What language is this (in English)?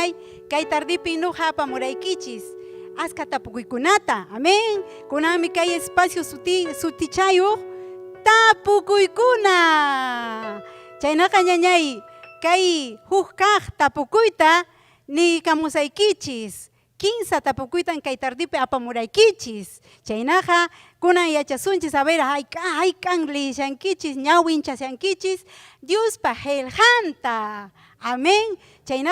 Ayacucho Quechua